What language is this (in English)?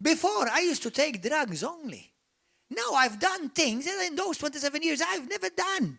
English